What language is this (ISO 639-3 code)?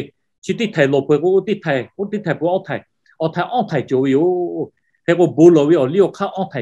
lhu